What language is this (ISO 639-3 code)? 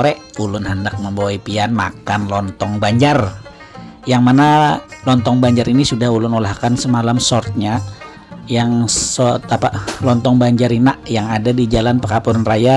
bjn